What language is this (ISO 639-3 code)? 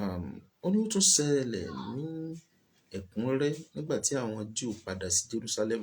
yor